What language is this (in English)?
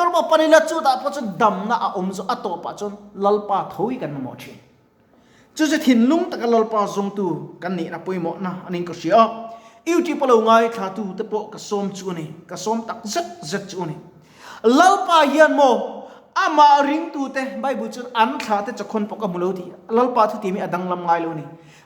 Mizo